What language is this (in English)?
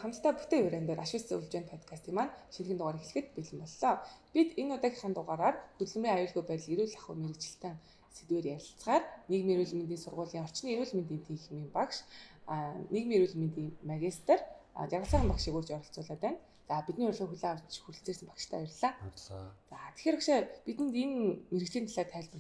Mongolian